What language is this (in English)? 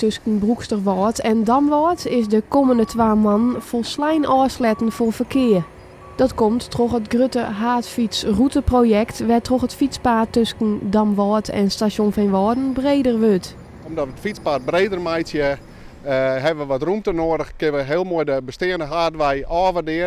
Western Frisian